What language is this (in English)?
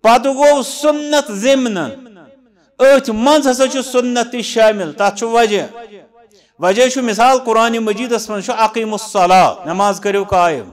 Kashmiri